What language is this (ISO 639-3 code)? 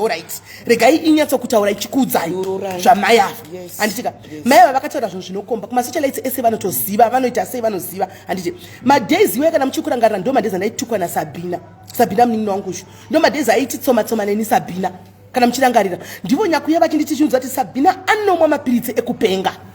sna